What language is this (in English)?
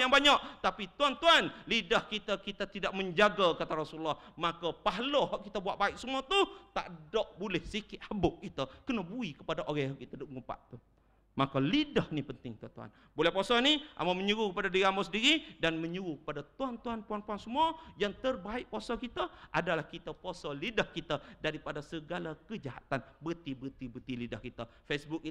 Malay